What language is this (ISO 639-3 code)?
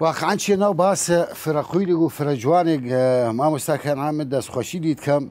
sdh